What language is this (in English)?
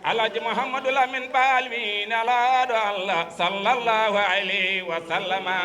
Fula